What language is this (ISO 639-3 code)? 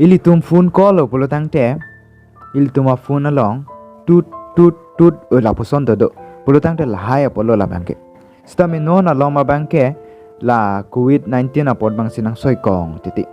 mjw